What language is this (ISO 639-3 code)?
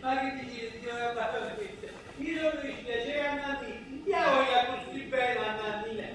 nap